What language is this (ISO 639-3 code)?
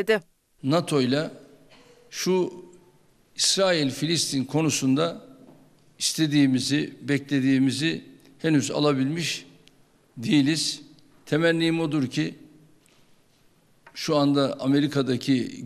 tur